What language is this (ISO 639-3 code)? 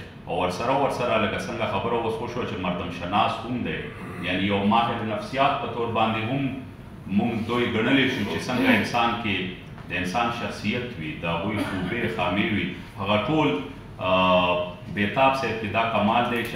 pus